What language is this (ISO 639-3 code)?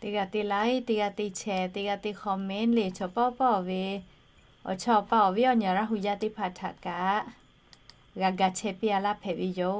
lhu